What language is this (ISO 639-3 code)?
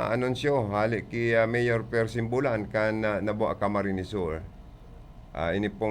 bik